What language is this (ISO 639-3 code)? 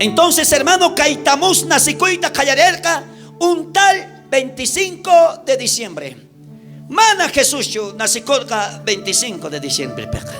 quh